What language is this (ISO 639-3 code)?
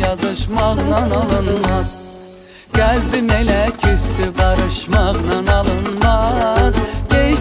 aze